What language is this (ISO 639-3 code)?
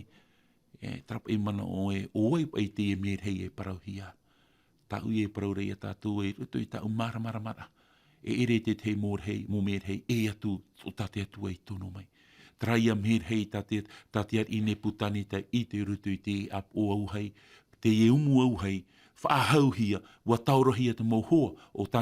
tah